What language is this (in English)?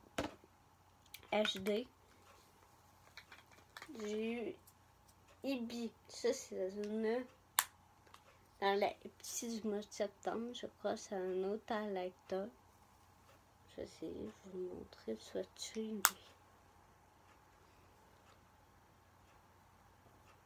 French